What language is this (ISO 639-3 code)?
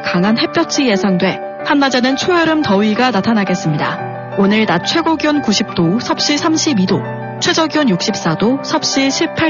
kor